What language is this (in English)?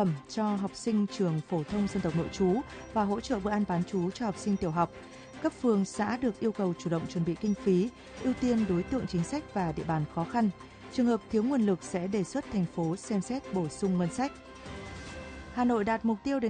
Vietnamese